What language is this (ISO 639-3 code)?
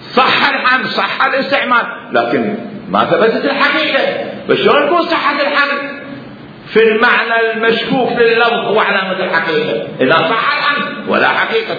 acm